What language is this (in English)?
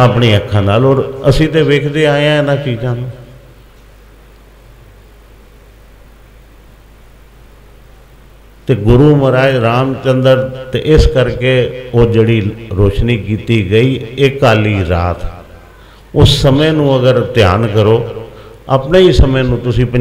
Punjabi